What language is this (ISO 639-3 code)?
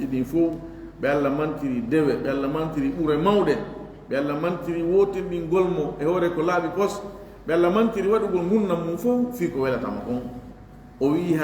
ful